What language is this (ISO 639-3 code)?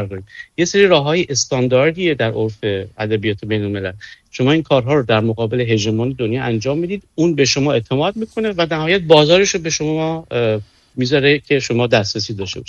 fas